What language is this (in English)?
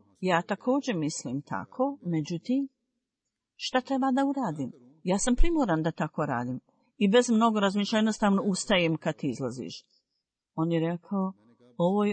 Bosnian